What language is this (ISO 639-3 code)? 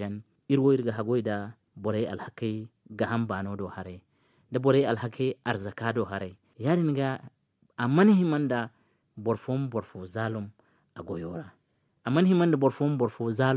dje